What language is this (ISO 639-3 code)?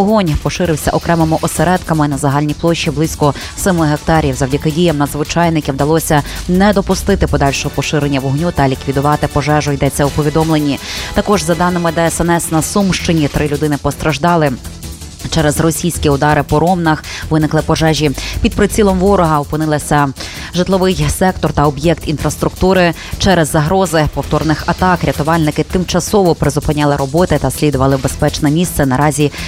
ukr